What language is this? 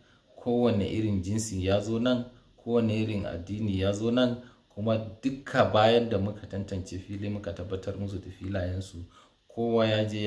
Hausa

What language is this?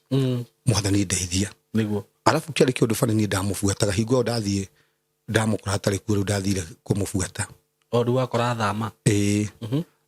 Kikuyu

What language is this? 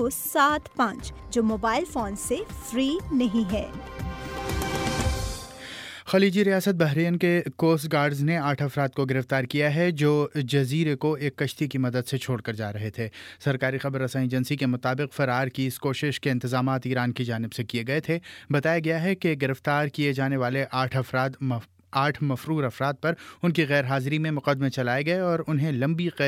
Urdu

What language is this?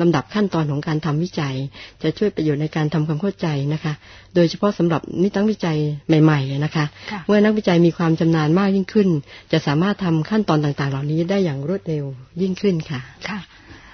Thai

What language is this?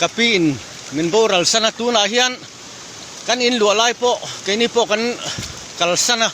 Mizo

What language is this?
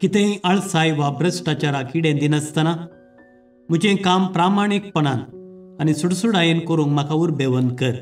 Konkani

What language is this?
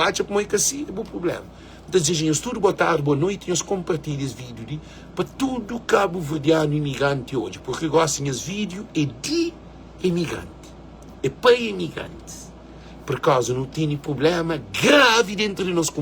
Kabuverdianu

